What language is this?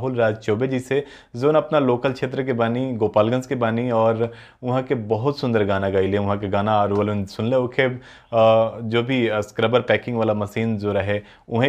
Bhojpuri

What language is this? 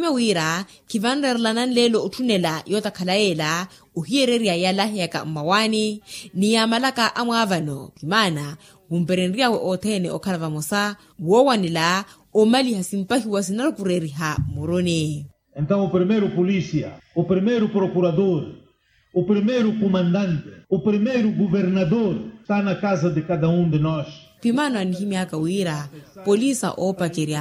Makhuwa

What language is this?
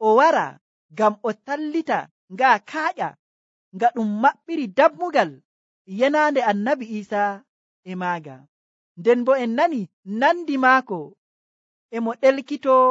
Nigerian Fulfulde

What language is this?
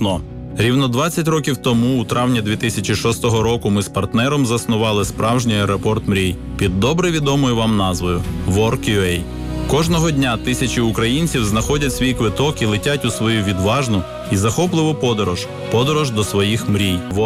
Ukrainian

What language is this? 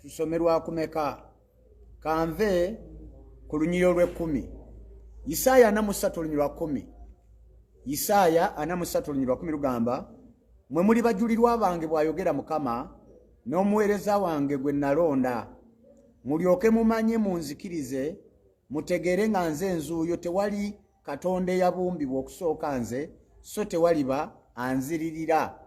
Ganda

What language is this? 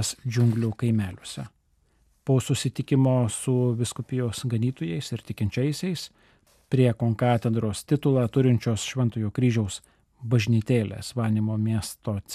Lithuanian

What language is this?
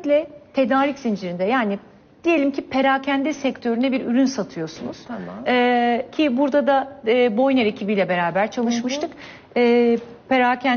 Turkish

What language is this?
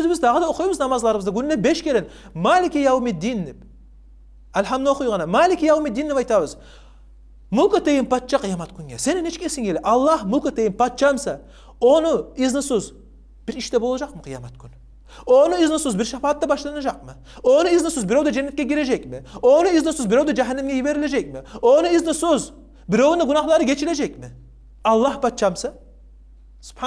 Kumyk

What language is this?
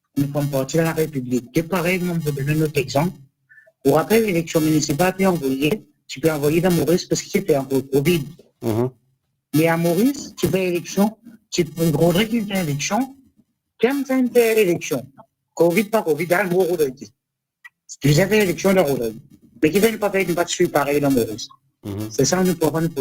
Morisyen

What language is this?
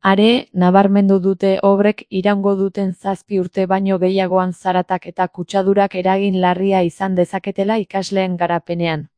Basque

